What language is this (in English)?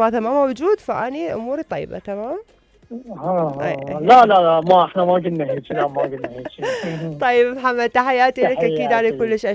Mesopotamian Arabic